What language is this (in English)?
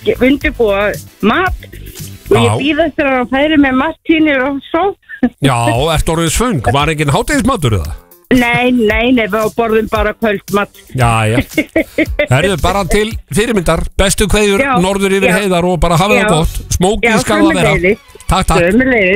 Icelandic